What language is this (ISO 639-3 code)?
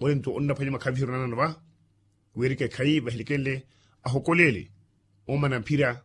vmw